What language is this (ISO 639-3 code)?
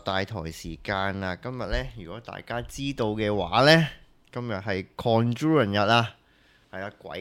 yue